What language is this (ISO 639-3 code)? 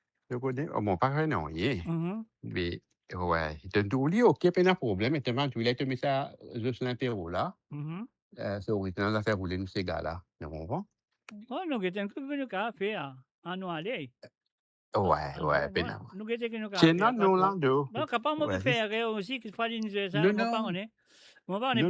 mfe